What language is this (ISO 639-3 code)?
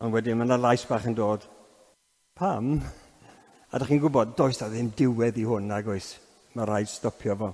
cym